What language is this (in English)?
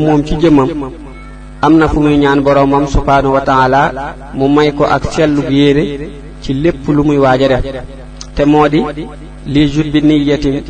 Wolof